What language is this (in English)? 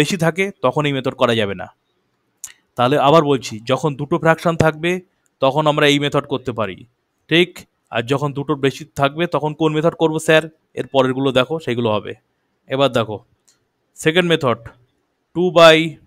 Bangla